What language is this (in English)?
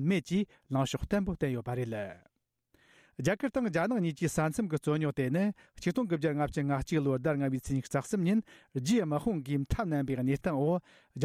Tibetan